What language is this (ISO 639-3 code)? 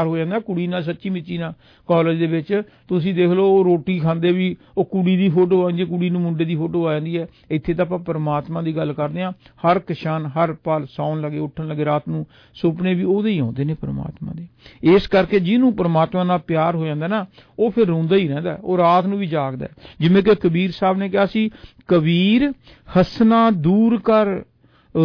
pan